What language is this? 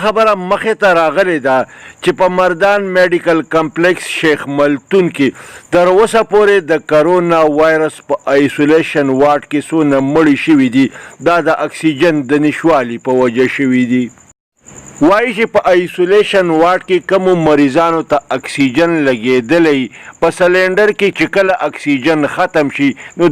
Pashto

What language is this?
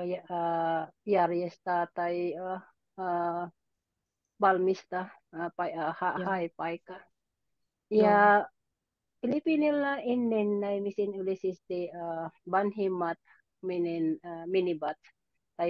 Finnish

